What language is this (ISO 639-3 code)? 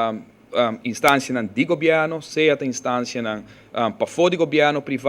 pap